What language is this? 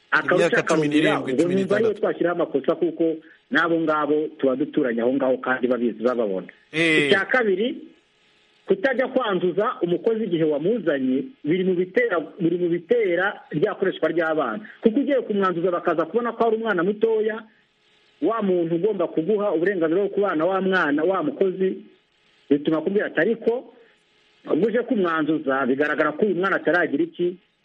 Kinyarwanda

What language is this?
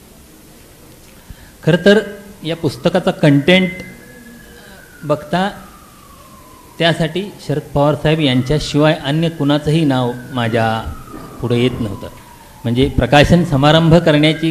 Marathi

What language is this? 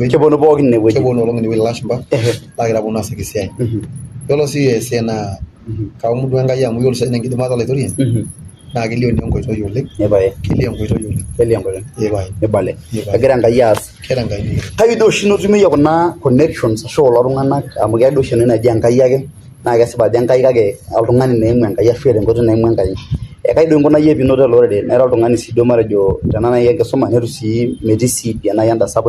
Masai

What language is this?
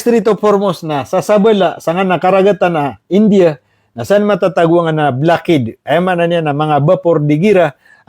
Maranao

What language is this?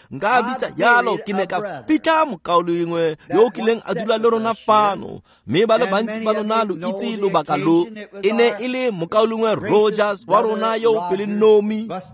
Tswana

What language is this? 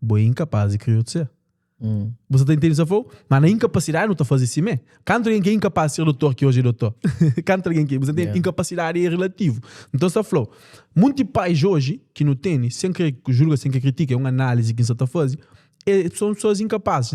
Kabuverdianu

